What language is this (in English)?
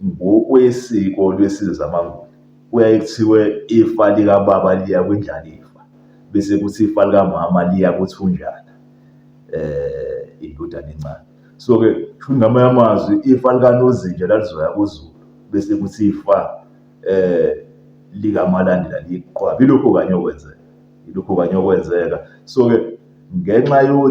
Zulu